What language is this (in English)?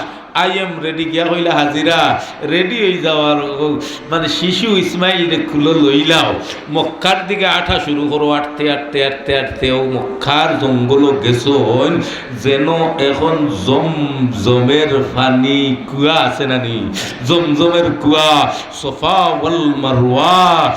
Sylheti